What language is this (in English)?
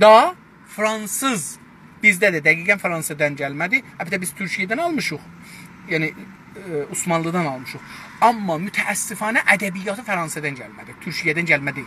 South Azerbaijani